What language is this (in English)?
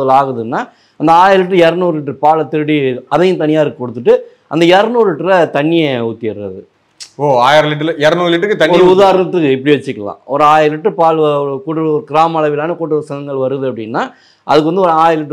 Tamil